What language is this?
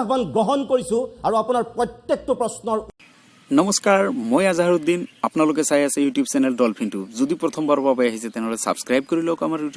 Assamese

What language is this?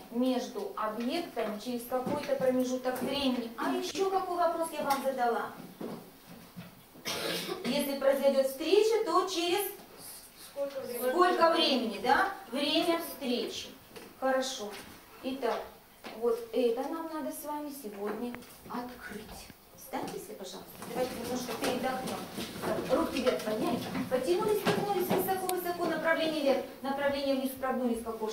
Russian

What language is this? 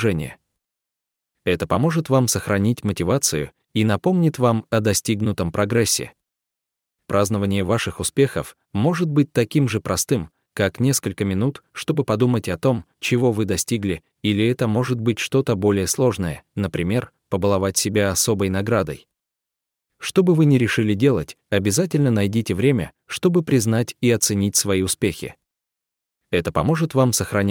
Russian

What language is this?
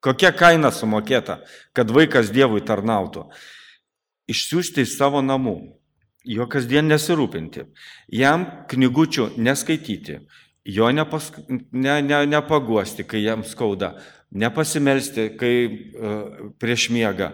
Lithuanian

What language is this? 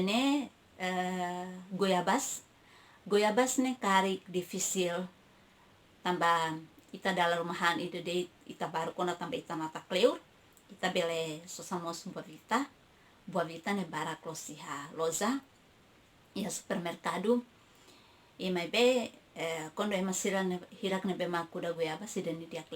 Tetum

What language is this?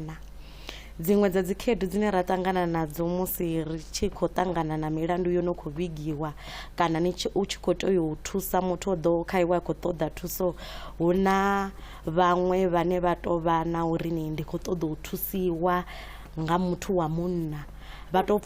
Venda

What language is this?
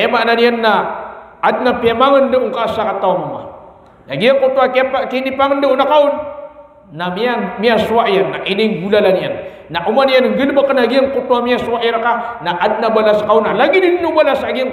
Maranao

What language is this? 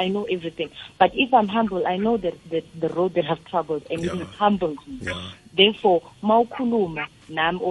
South Ndebele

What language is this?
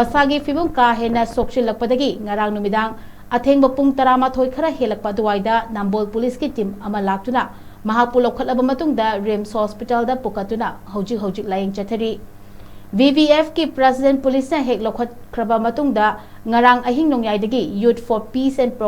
Manipuri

